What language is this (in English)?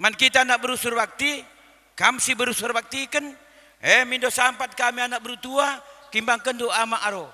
Batak Karo